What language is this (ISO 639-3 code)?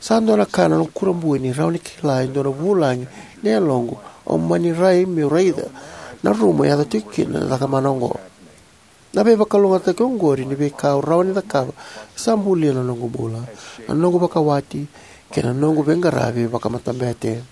fij